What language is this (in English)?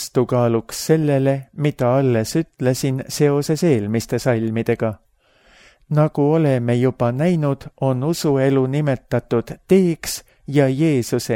Estonian